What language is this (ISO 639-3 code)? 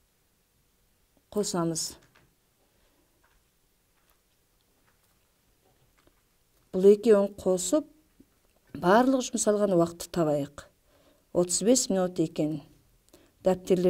kaz